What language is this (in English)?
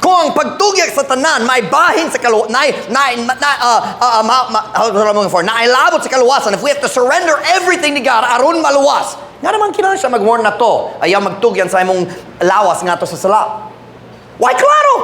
Cebuano